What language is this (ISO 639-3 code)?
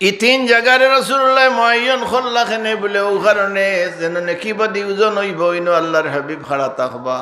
syl